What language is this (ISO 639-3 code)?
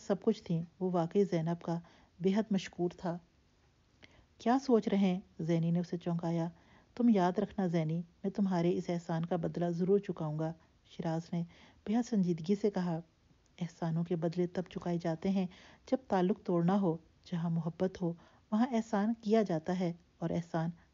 urd